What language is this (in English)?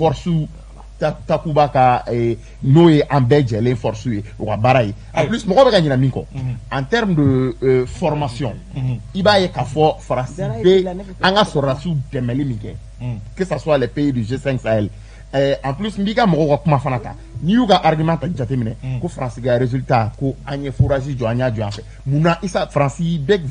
Bambara